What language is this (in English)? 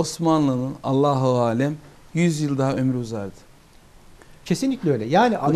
Turkish